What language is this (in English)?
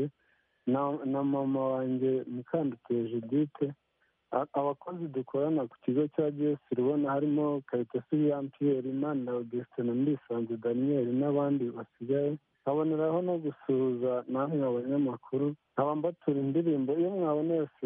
Kinyarwanda